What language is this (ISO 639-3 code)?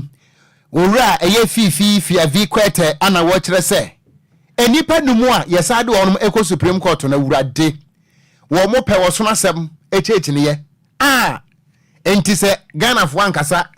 aka